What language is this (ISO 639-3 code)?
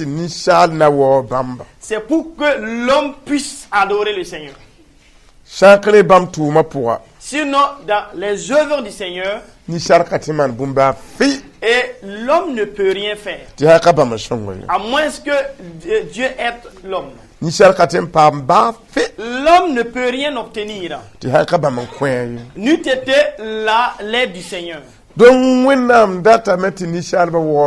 mos